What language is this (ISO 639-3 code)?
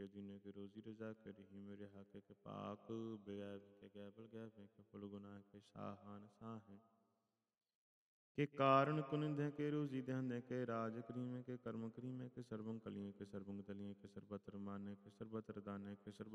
pan